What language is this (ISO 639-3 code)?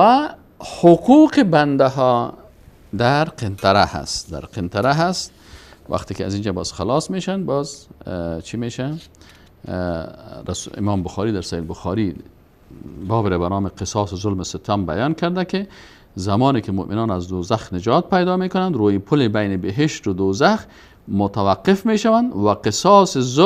fas